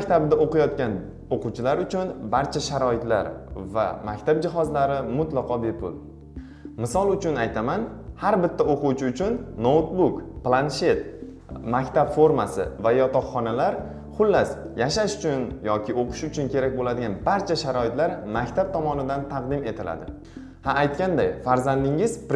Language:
Uzbek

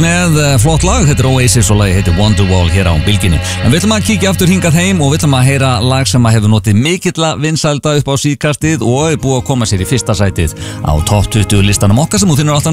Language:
Icelandic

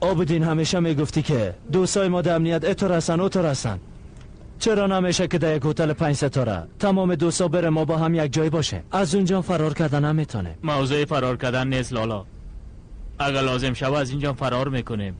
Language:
Persian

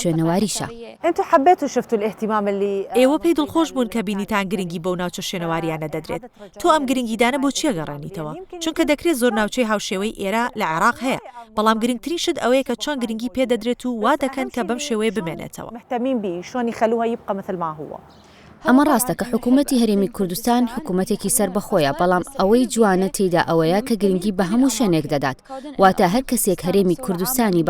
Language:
Central Kurdish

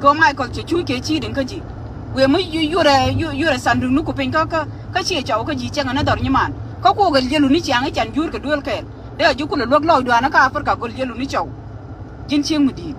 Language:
Nuer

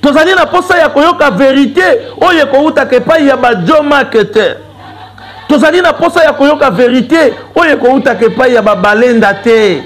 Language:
Lingala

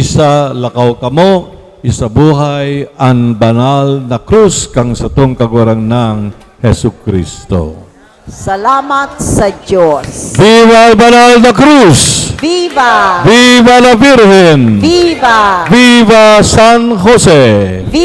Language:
Bikol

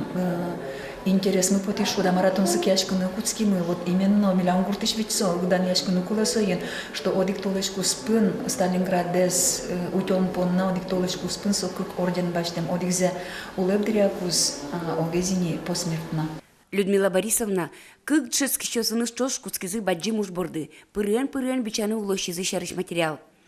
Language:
Udmurt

